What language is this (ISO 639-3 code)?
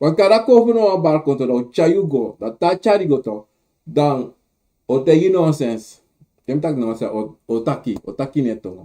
srn